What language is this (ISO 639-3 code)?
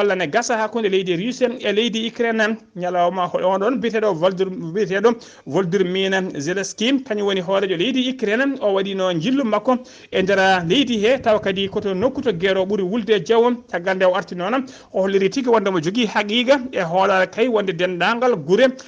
ful